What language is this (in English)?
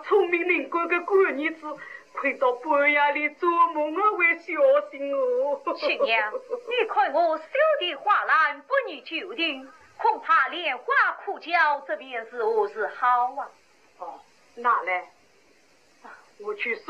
Wu Chinese